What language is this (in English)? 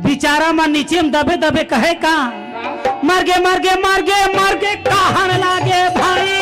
Chhattisgarhi